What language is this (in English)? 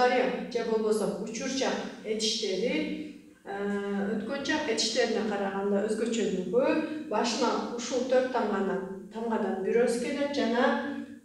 Kyrgyz